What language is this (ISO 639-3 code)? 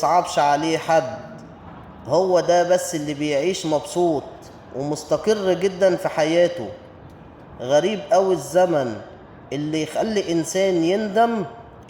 arz